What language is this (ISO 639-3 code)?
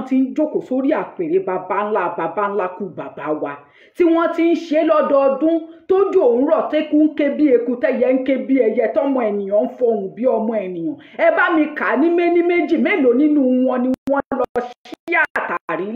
yor